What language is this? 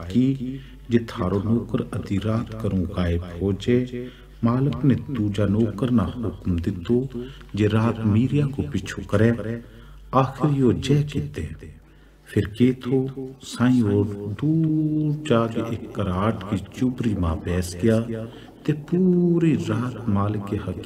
Gujari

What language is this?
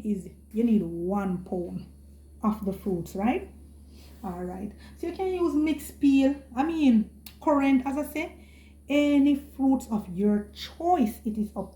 Jamaican Creole English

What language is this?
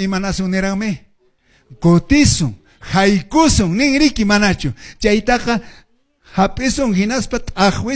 Quechua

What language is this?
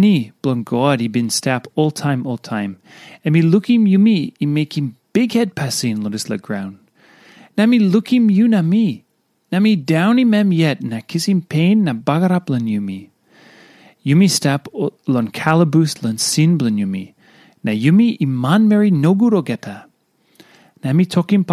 Tok Pisin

